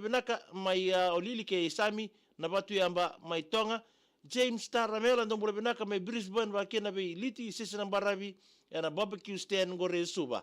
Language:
Fijian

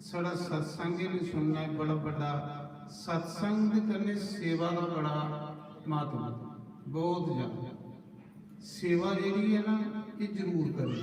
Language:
Dogri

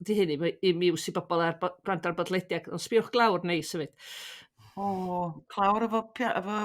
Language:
Welsh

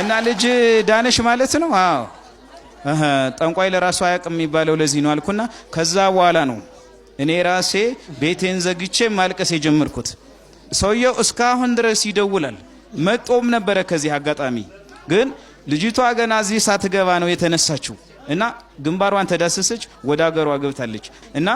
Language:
Amharic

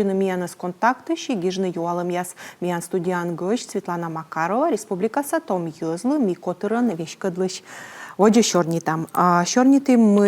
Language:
Komi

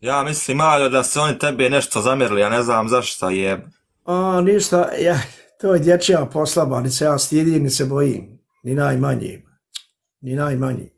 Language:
Bosnian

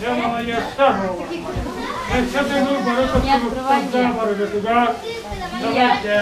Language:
Yakut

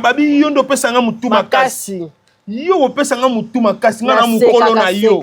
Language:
Lingala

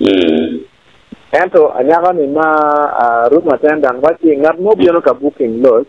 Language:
Acoli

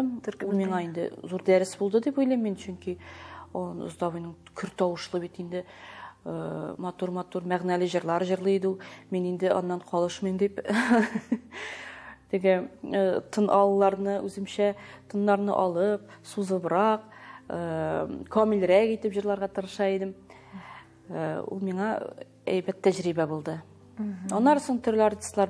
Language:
Tatar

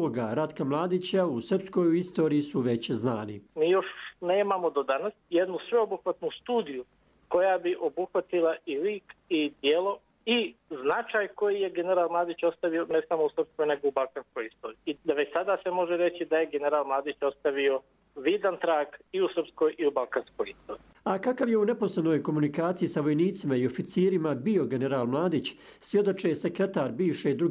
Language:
Croatian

